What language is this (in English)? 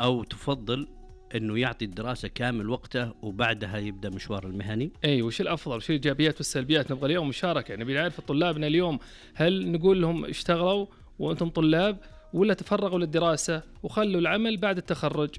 Najdi Arabic